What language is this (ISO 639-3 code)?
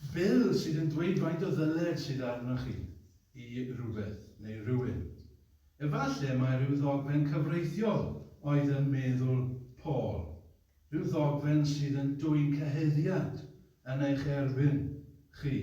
cym